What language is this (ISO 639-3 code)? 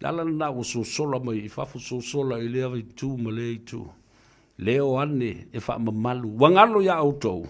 smo